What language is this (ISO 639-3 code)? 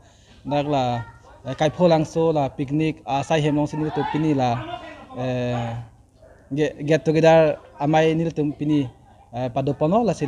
mjw